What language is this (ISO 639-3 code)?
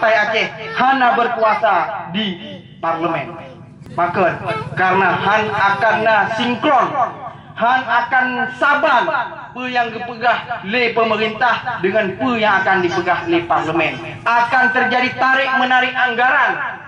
ace